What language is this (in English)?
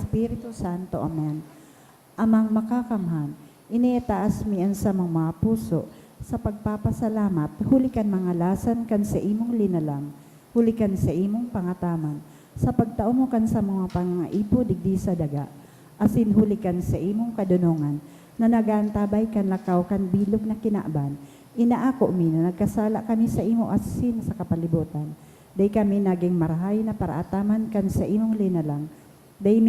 Bikol